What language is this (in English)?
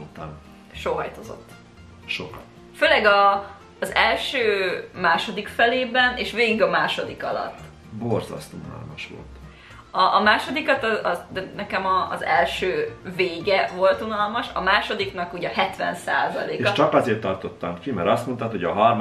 Hungarian